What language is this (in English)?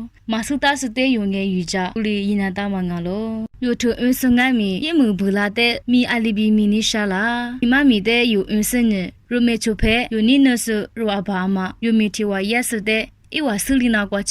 Lisu